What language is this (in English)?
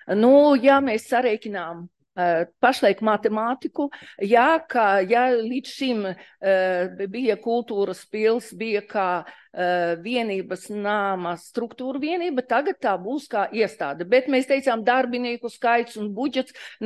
Latvian